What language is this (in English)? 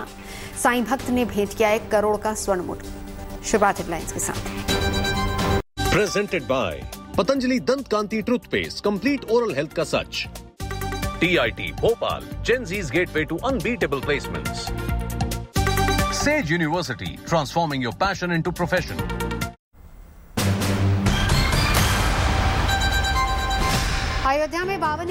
Hindi